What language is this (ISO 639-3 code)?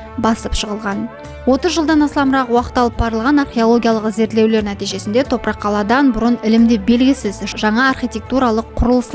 kaa